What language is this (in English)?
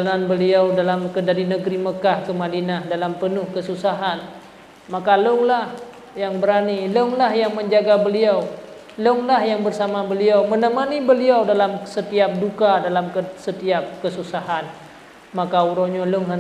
Achinese